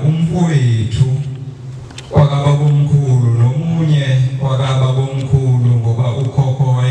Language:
Zulu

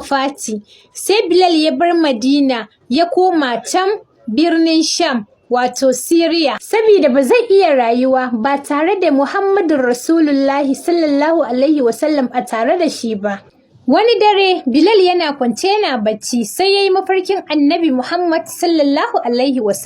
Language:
Hausa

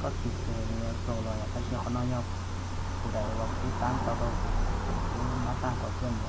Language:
Hmong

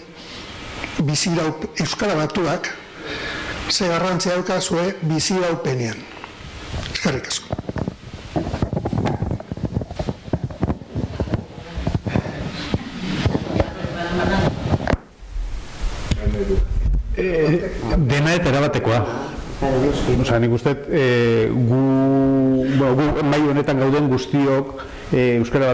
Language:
Basque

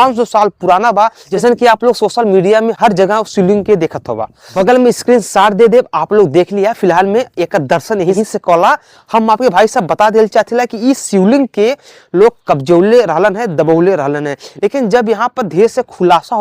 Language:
Bhojpuri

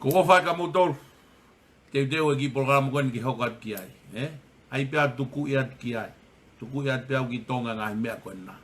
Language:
Tongan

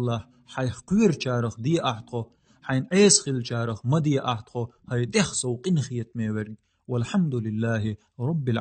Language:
Chechen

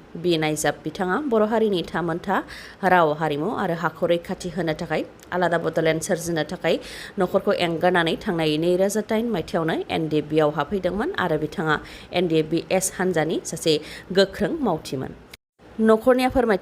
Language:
Bodo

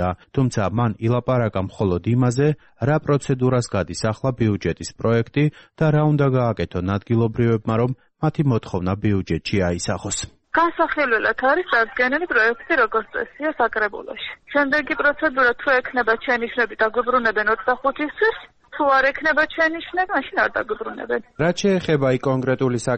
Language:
Georgian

